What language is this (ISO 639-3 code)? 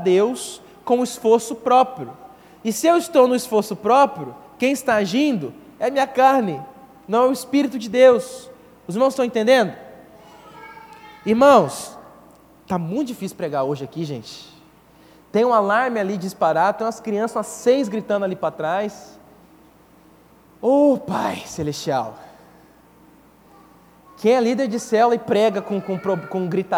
por